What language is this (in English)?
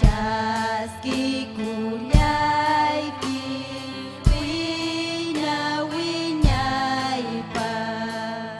Ayacucho Quechua